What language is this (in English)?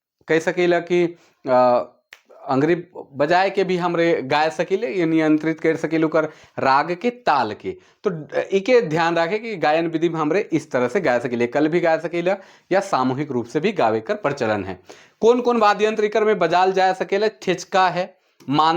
Sadri